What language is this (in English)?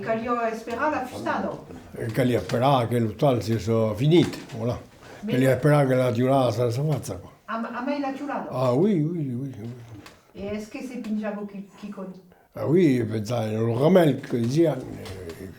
Occitan